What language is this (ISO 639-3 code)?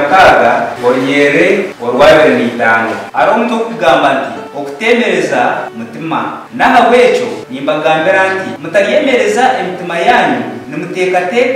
nyn